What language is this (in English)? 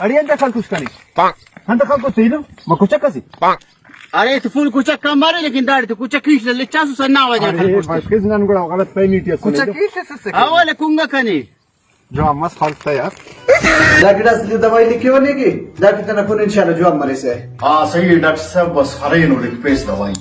Brahui